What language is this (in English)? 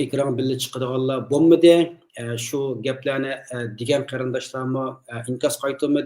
Uyghur